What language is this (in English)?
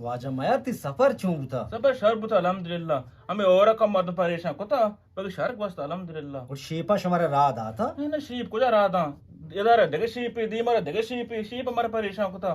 Eastern Balochi